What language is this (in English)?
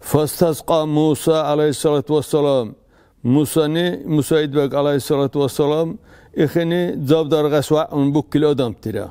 Dargwa